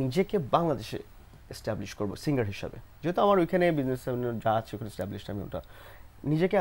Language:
Bangla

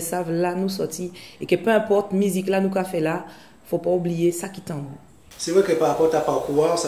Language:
Guadeloupean Creole French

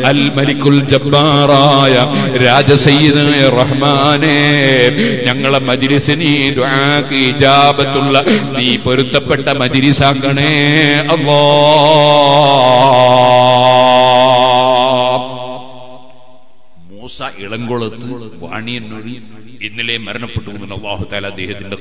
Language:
Malayalam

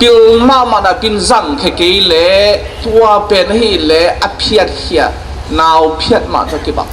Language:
Tedim Chin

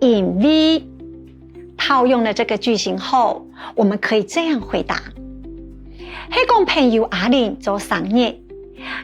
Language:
Hakka Chinese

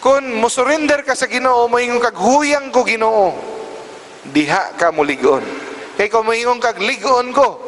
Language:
Cebuano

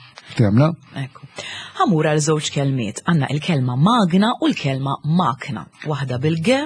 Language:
Maltese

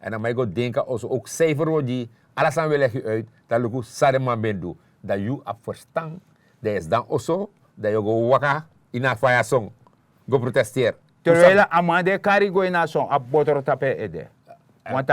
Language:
Sranan Tongo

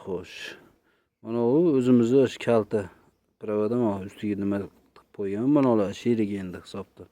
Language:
Uzbek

